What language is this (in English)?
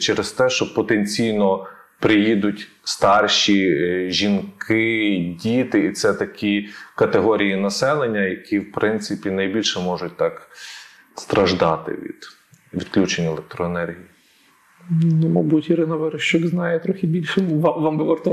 Ukrainian